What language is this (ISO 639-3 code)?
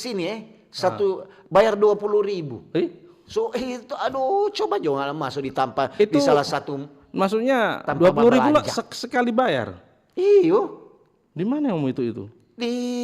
xmm